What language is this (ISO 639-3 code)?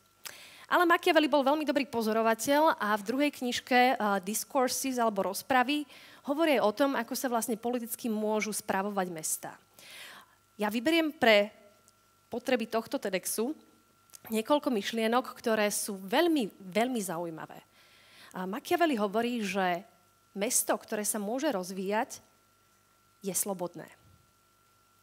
slk